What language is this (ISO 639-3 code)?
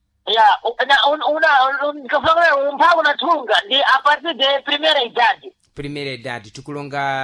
seh